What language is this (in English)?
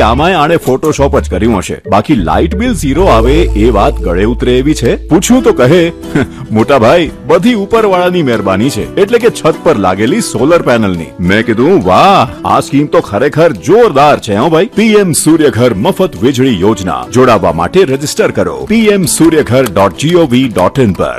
Gujarati